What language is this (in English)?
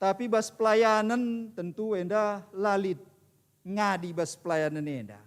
Batak Karo